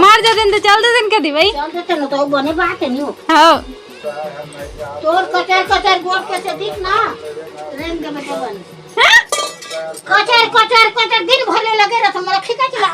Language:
Chhattisgarhi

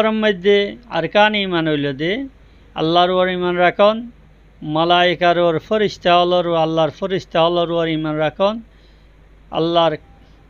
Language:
Rohingya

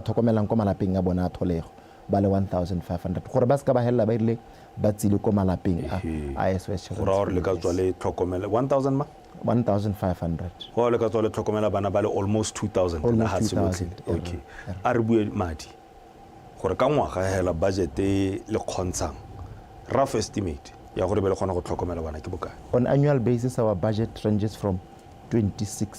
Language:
Tswana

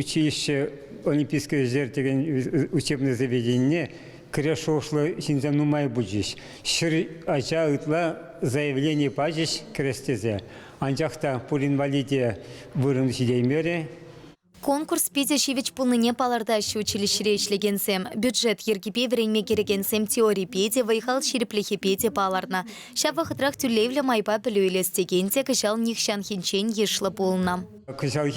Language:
Chuvash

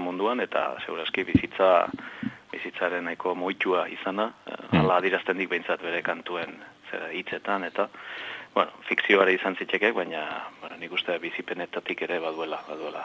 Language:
Basque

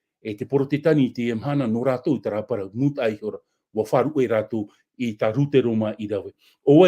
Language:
Tahitian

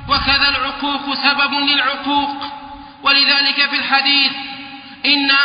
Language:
Arabic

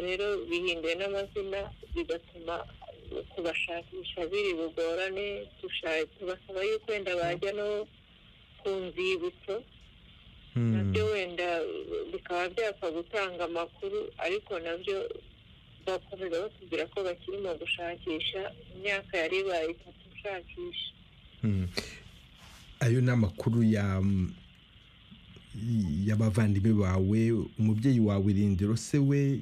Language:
Kinyarwanda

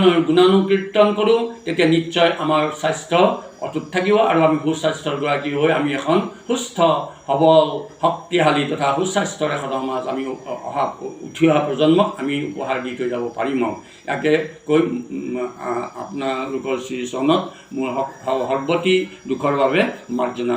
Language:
Assamese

